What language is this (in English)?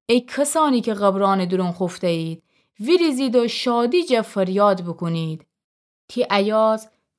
Gilaki